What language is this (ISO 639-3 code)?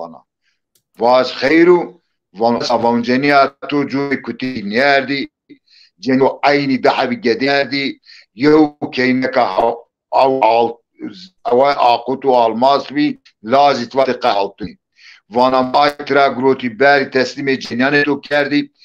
zza